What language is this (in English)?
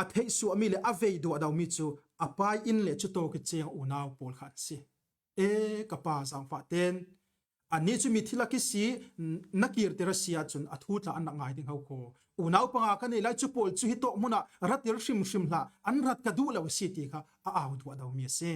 Falam Chin